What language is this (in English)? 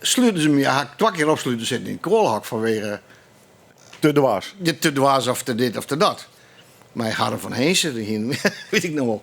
Western Frisian